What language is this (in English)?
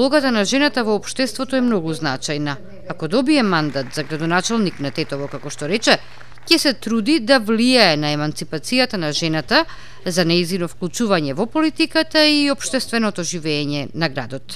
Macedonian